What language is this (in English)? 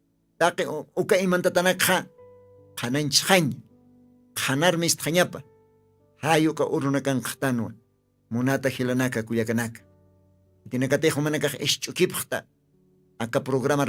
Aymara